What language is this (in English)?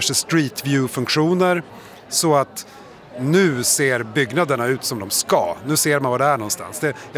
Swedish